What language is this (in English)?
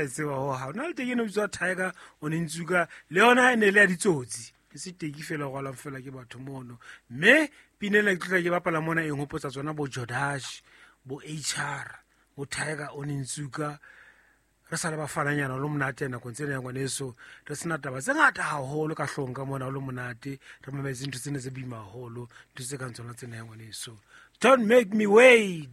Southern Sotho